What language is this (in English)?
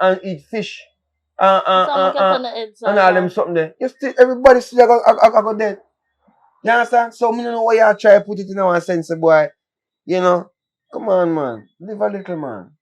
Jamaican Creole English